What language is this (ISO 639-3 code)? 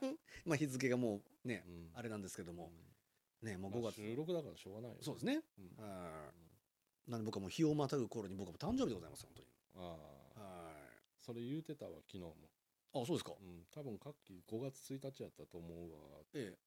jpn